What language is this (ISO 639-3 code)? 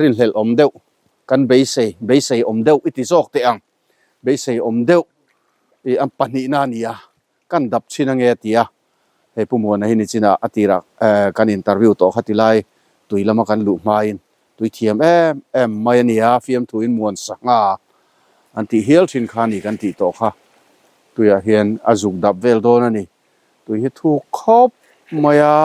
lus